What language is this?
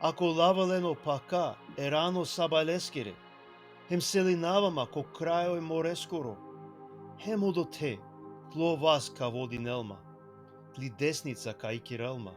Balkan Romani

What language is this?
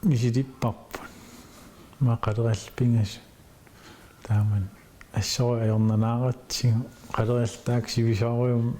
Kalaallisut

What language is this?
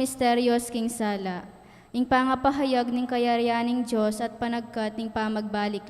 Pampanga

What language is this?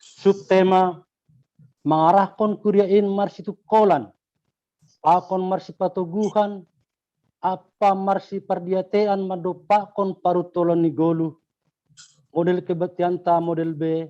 Batak Simalungun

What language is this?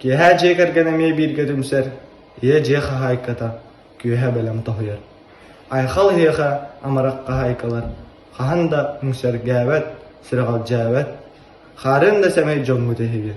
Yakut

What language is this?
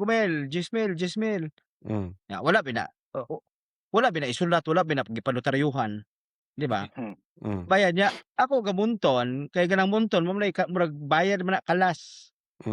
Cebuano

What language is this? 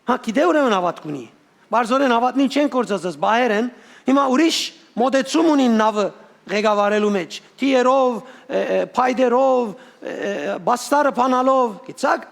Western Armenian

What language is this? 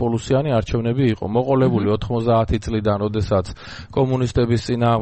Georgian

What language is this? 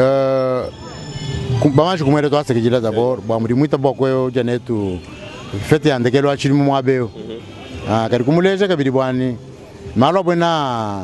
Luba-Lulua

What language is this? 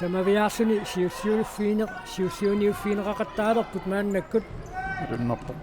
Kalaallisut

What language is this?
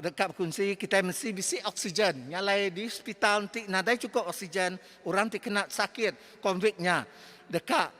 Iban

